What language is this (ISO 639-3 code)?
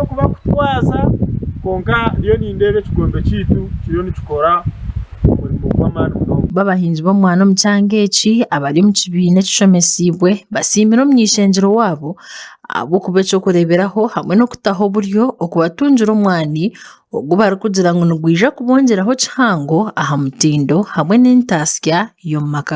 nyn